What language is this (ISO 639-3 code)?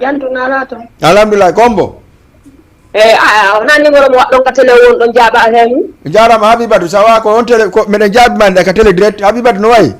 ful